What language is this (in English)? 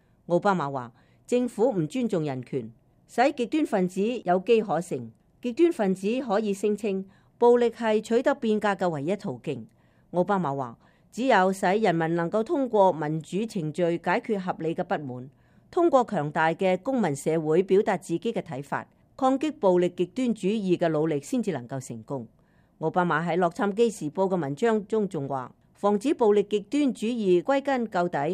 Cantonese